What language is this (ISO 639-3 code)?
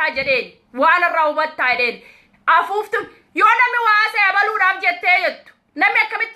orm